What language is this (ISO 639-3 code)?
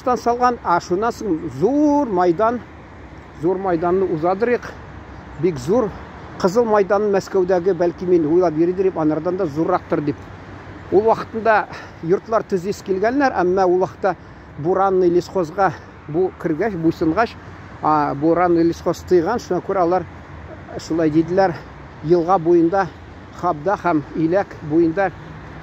tat